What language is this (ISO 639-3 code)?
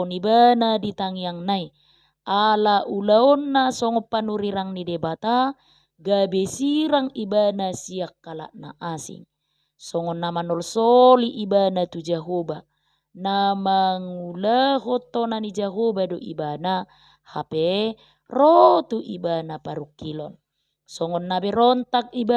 bbc